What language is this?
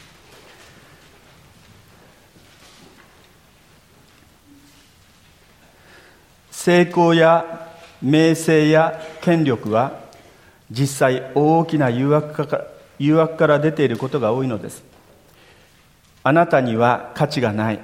Japanese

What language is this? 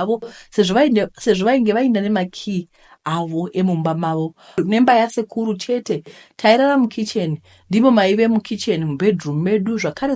Shona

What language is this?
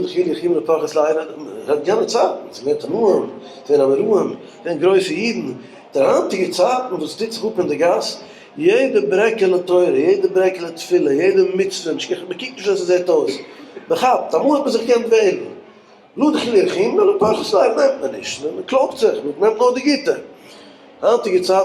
Yiddish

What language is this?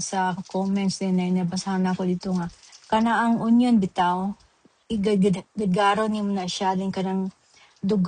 Cebuano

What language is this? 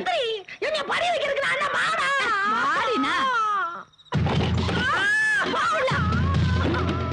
Tamil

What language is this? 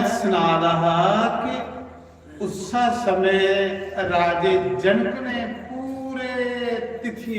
Dogri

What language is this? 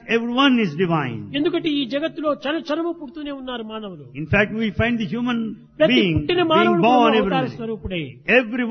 Telugu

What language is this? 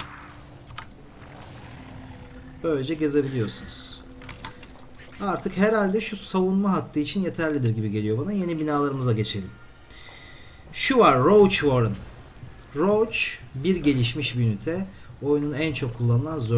Turkish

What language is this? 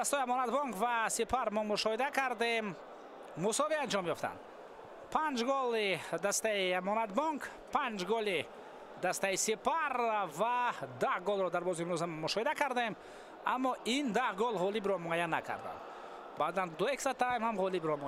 Tajik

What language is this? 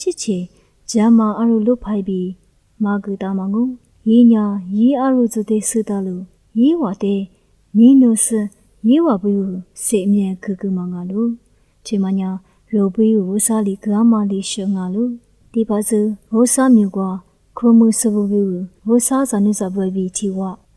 Lisu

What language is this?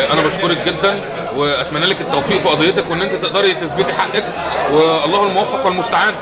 Egyptian Arabic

